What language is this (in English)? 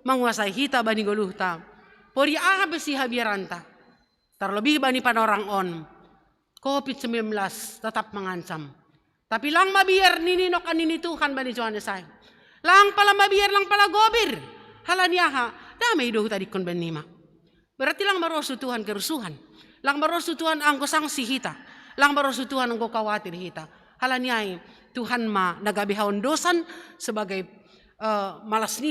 Batak Simalungun